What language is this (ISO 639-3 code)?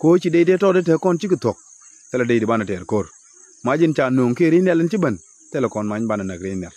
nus